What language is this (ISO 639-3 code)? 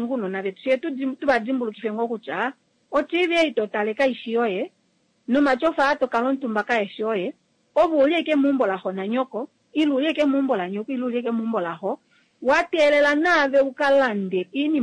kua